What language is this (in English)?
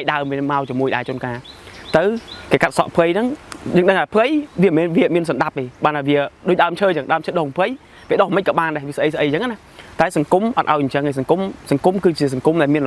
Khmer